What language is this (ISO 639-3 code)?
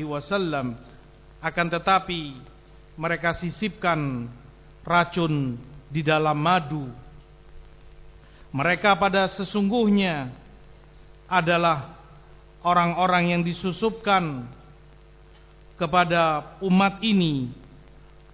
ind